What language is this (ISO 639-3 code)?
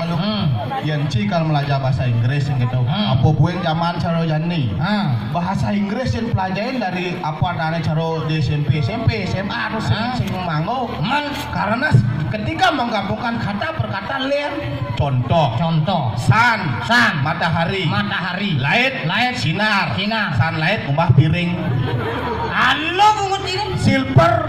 ban